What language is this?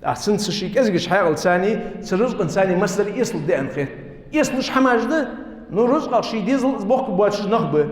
Ingush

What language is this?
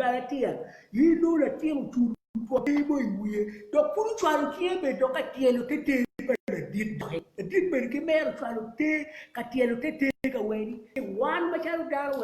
Acoli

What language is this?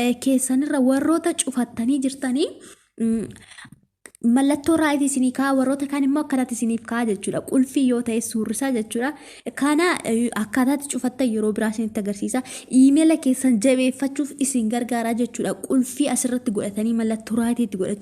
Oromo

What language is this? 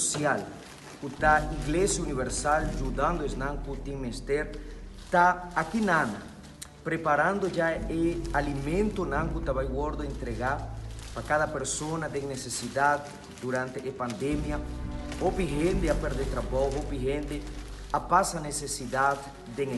Papiamento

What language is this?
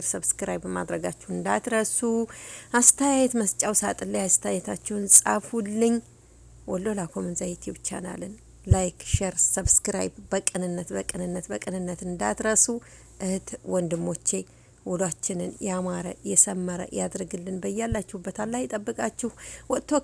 Amharic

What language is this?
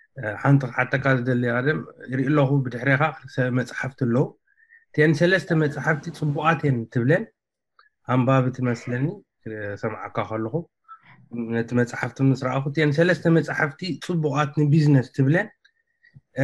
Tigrinya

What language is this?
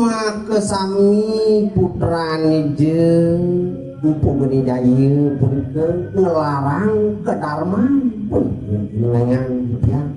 Balinese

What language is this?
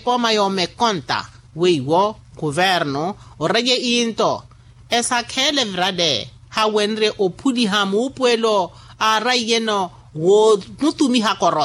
Makhuwa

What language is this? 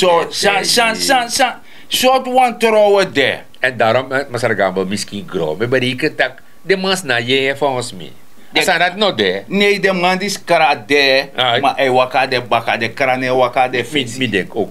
Sranan Tongo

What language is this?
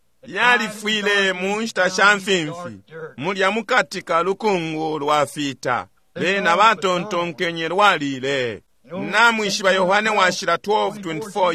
Bemba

